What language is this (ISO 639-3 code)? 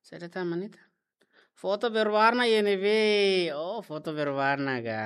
tet